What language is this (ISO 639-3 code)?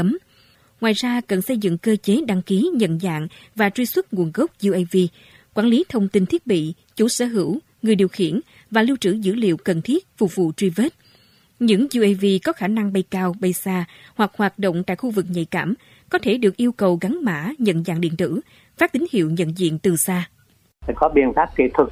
vie